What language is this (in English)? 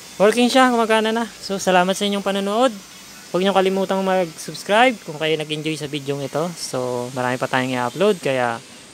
Filipino